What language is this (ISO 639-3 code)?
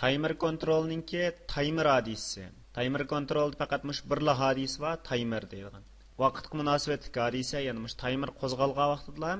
uig